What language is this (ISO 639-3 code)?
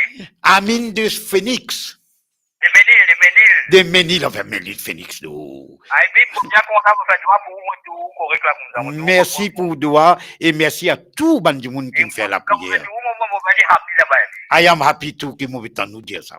mfe